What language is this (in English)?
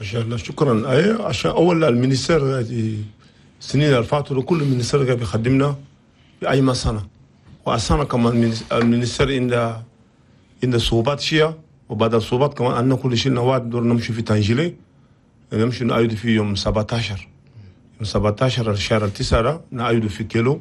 Chadian Arabic